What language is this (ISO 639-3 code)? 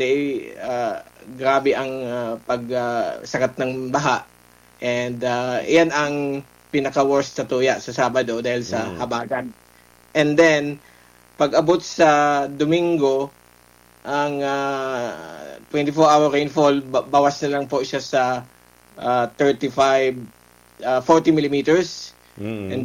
bik